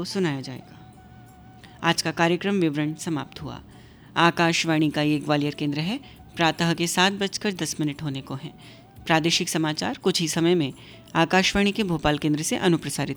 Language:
Hindi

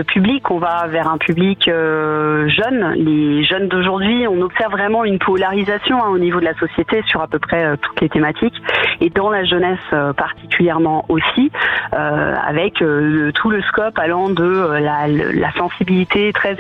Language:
French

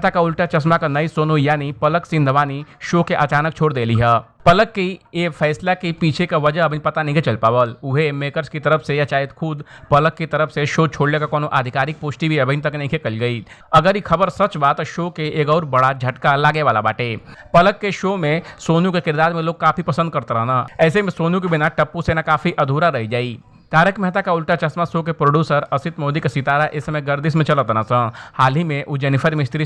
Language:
Bhojpuri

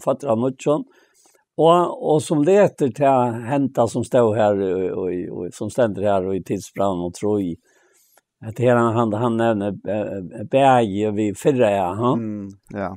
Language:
Faroese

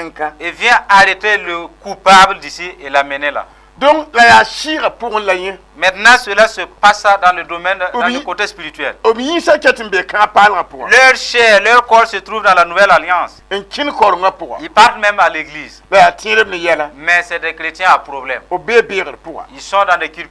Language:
Mossi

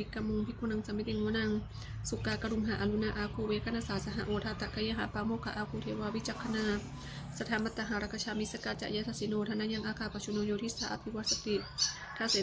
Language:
Pali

